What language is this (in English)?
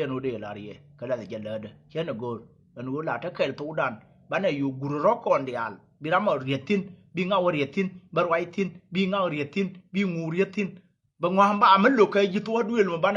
Nuer